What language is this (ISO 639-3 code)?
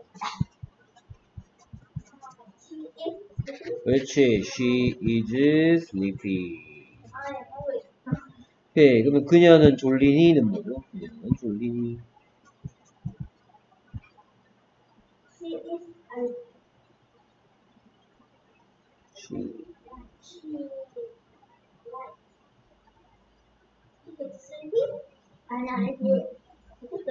kor